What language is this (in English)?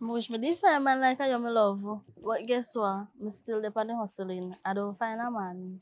Jamaican Creole English